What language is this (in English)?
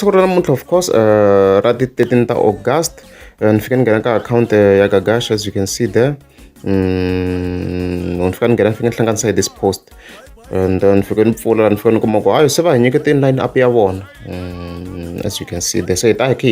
Tsonga